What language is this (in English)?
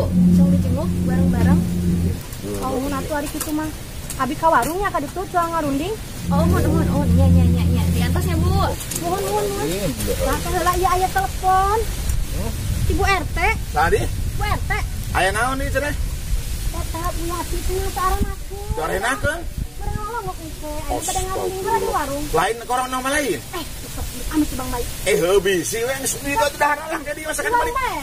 Sundanese